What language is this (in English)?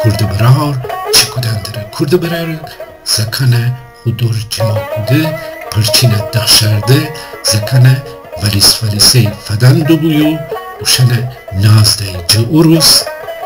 Gilaki